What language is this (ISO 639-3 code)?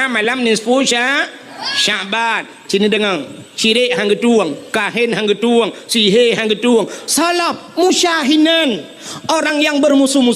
ace